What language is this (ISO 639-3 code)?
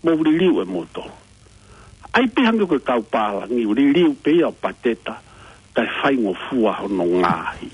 ton